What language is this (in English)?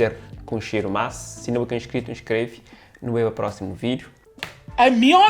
Kabuverdianu